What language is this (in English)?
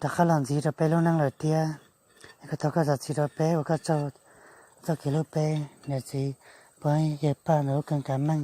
Hmong